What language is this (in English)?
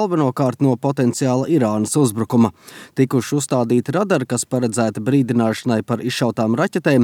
Latvian